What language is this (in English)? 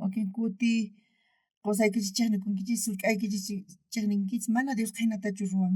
South Bolivian Quechua